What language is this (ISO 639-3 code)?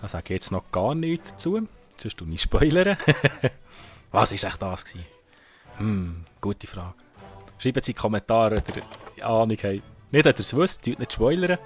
gsw